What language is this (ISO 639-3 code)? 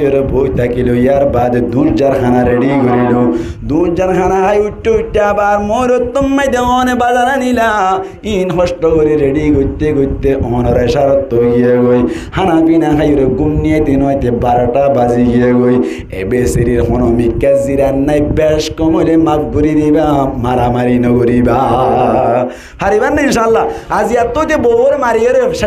rhg